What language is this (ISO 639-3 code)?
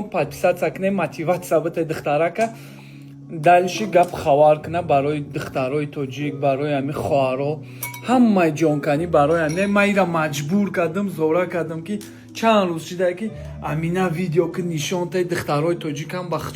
tgk